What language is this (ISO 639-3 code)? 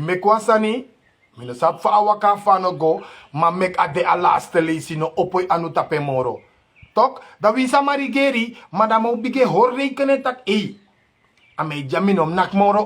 srn